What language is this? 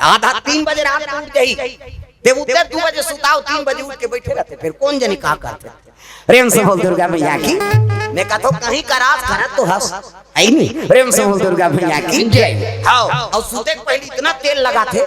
Chhattisgarhi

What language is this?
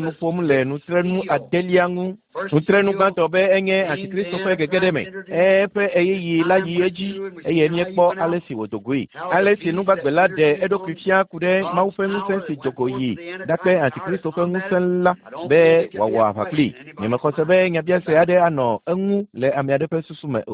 Ewe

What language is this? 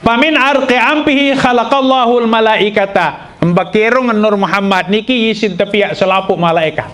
Sasak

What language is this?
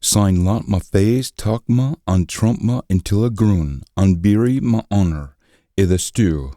Scots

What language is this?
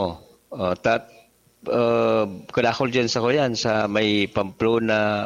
Bikol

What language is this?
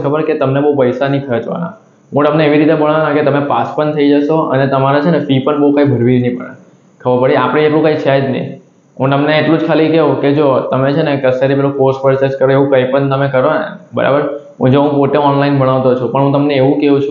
Gujarati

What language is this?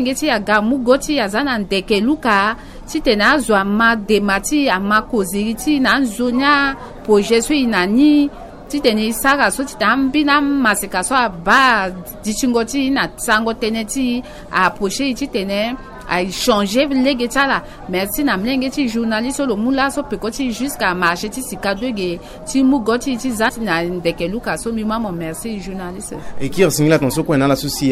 Sango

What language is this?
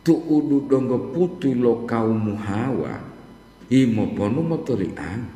Gorontalo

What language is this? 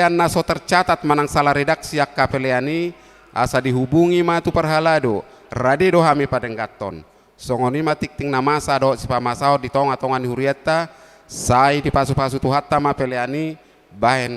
Batak Toba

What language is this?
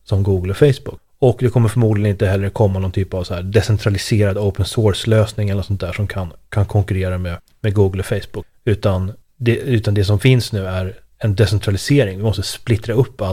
Swedish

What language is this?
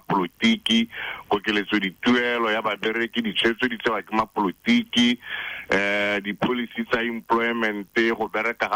Tswana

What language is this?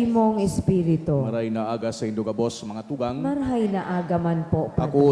Bikol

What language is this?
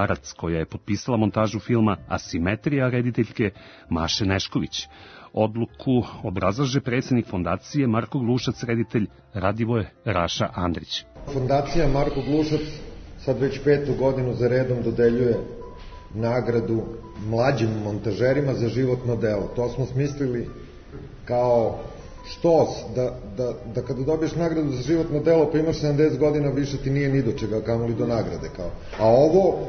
Serbian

